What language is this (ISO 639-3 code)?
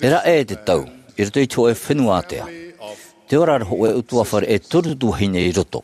tah